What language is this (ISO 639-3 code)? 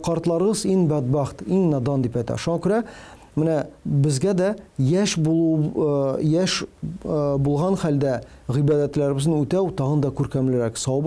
tat